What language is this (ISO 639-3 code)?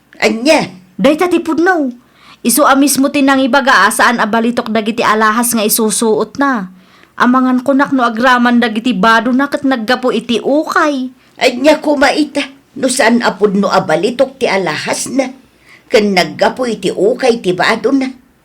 ilo